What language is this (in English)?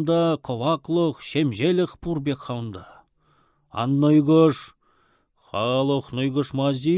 Chuvash